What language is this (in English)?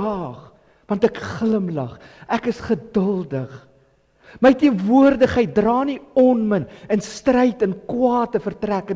Afrikaans